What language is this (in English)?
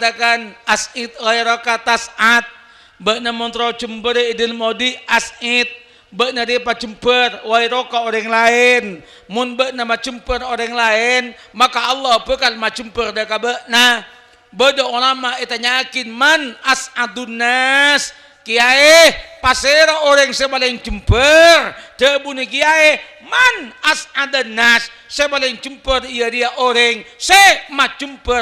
Madurese